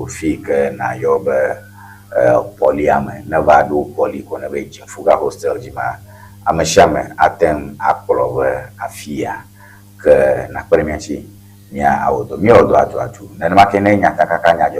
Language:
Ewe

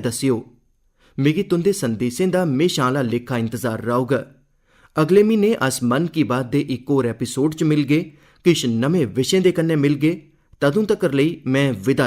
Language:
Dogri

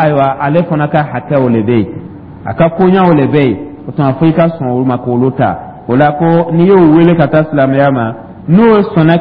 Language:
Dyula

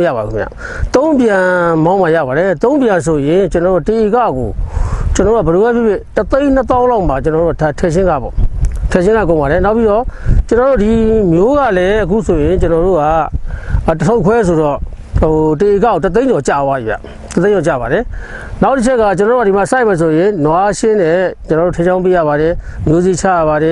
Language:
Burmese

